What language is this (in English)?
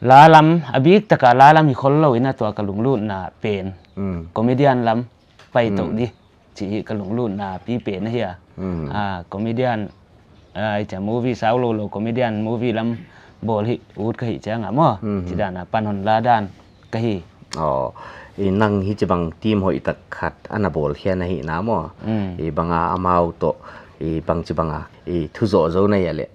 Paite Chin